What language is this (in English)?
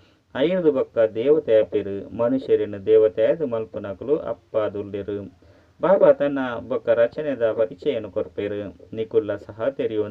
Tulu